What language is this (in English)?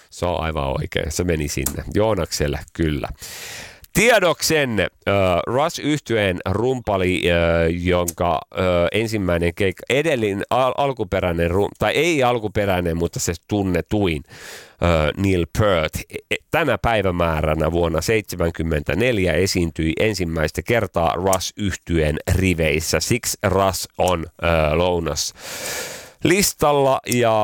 Finnish